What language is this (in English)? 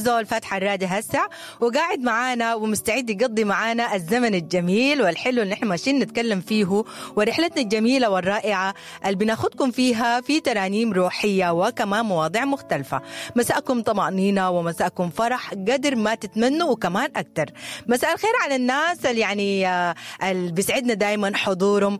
Sudanese Arabic